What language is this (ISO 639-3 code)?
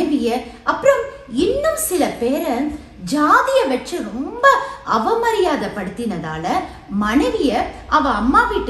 tam